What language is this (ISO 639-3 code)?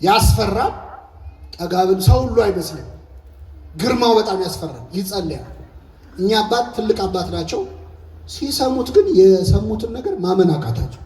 amh